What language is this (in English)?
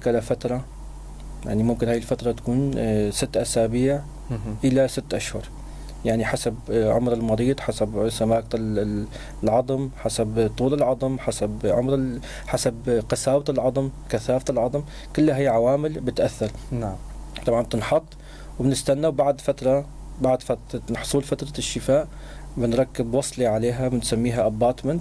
North Levantine Arabic